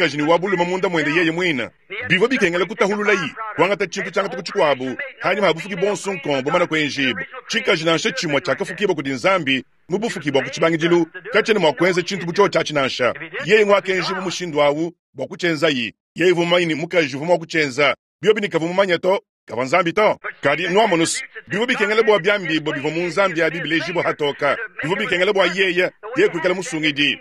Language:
Luba-Lulua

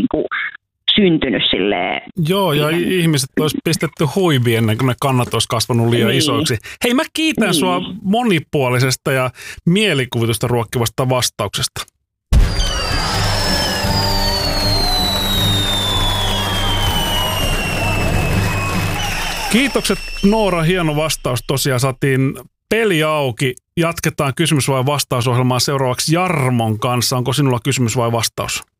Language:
Finnish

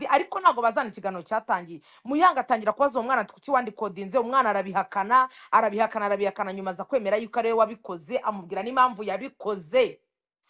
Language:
Kinyarwanda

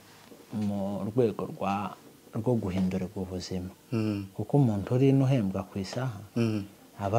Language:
Kinyarwanda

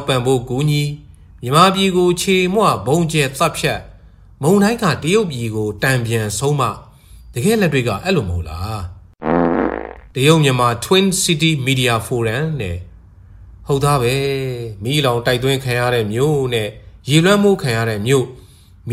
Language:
Burmese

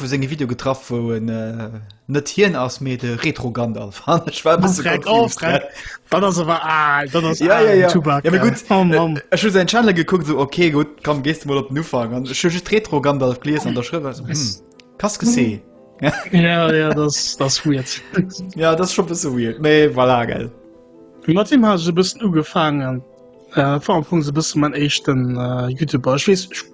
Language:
Luxembourgish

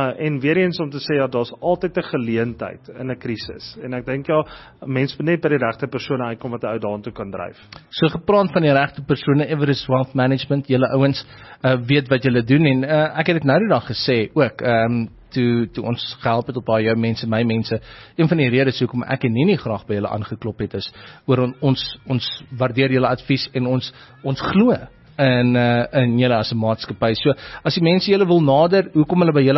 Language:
Afrikaans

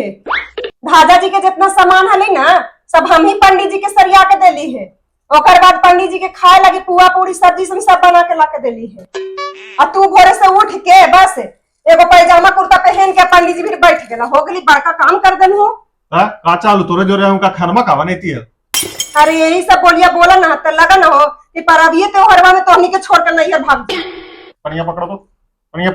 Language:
Magahi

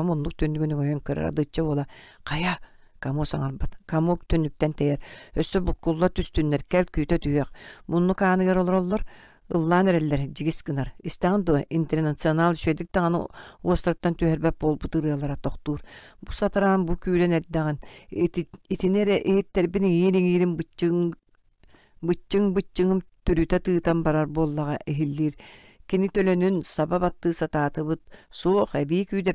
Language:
Yakut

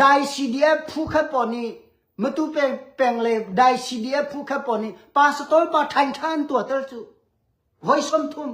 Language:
Hakha Chin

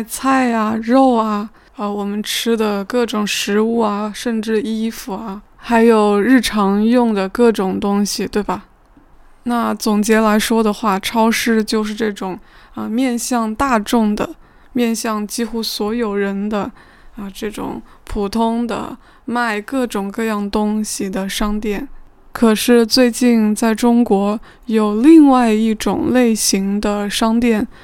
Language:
Chinese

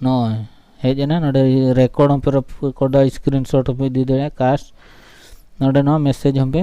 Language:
Santali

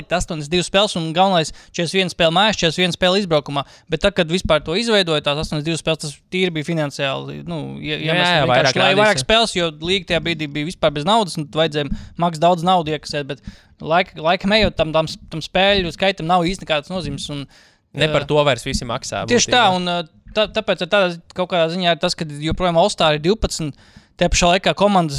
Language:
Latvian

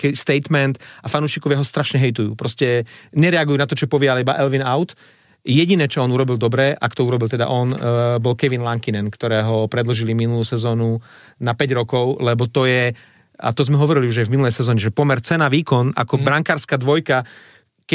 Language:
Slovak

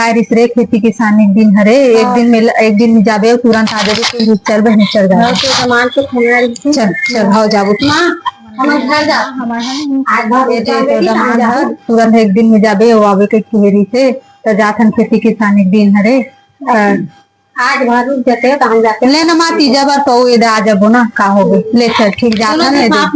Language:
Chhattisgarhi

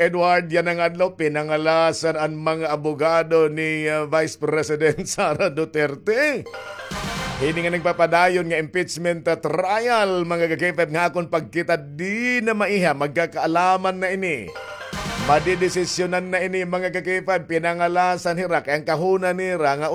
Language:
Waray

